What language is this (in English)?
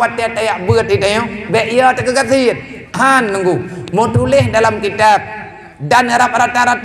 Achinese